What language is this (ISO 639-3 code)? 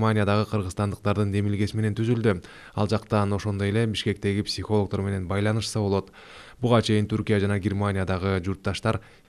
kir